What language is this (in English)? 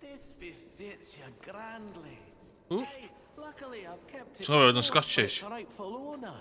Welsh